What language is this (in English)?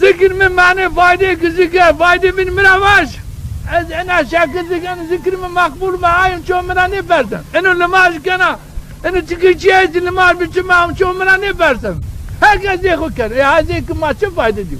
Zaza